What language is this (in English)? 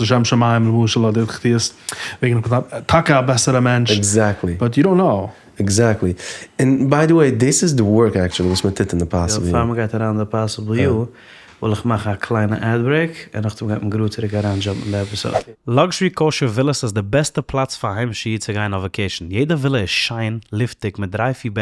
Yiddish